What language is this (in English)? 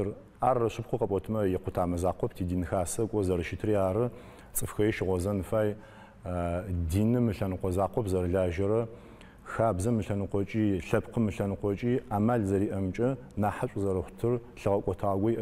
Adyghe